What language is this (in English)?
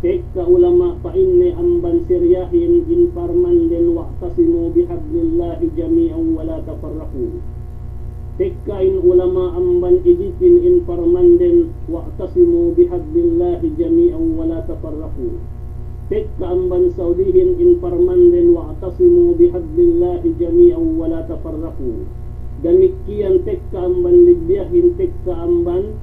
Yakan